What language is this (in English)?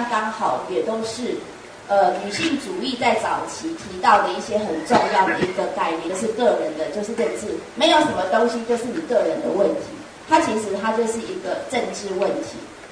Chinese